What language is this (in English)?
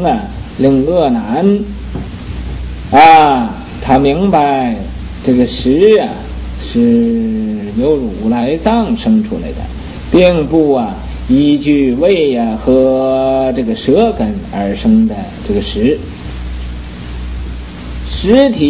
Chinese